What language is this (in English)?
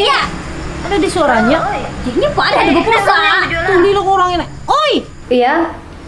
Banjar